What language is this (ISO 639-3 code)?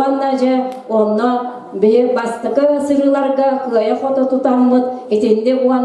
sah